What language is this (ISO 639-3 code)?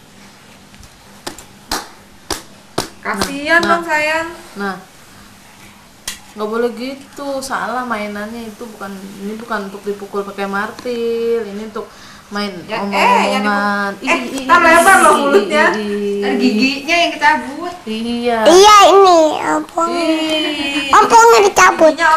ind